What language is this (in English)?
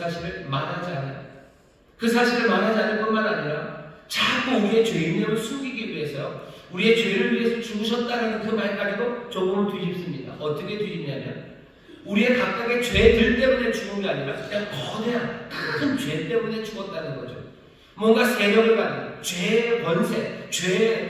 Korean